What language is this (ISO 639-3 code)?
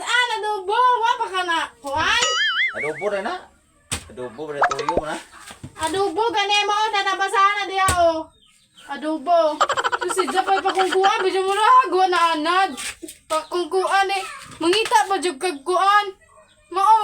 ceb